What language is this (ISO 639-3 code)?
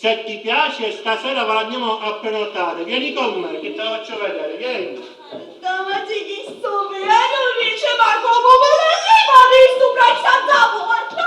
scn